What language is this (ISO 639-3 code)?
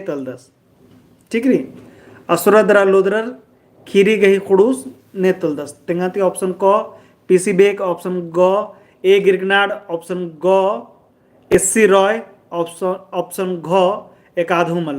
kru